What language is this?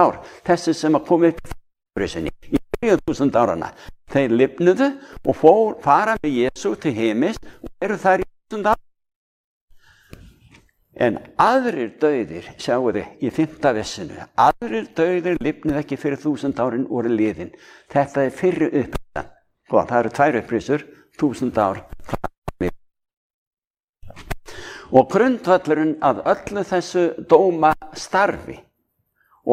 Icelandic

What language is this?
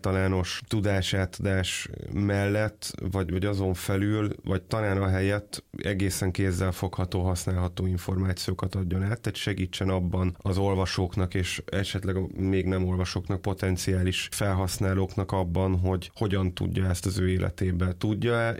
Hungarian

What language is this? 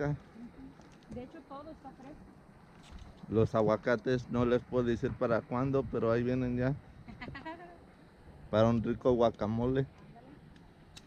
Spanish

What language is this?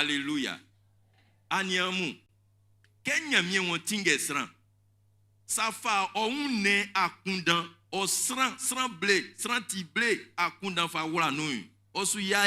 Baoulé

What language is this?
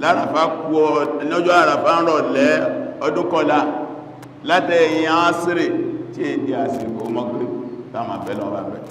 Yoruba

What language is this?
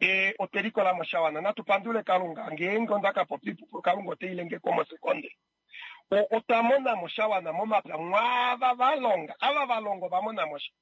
Kuanyama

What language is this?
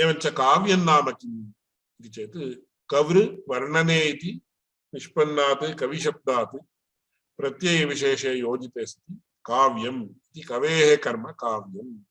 Sanskrit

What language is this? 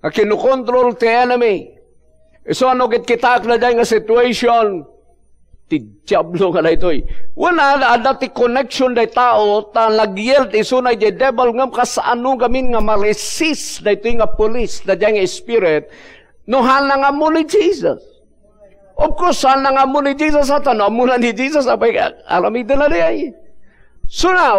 Iloko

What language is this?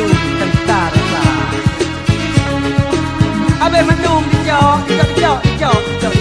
Achinese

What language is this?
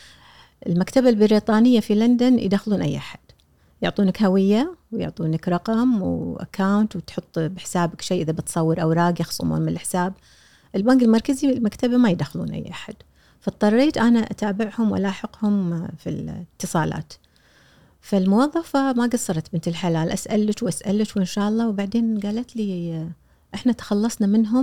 Gulf Arabic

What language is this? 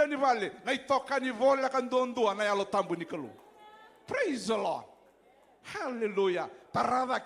Fijian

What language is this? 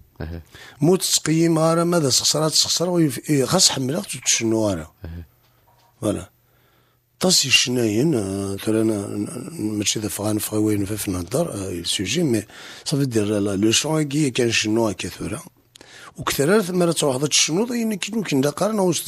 Kabyle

